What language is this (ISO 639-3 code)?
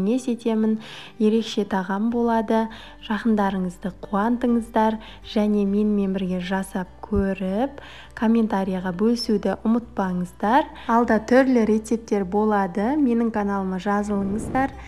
kaz